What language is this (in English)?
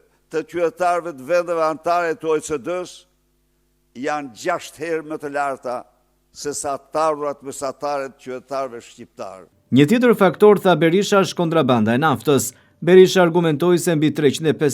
Albanian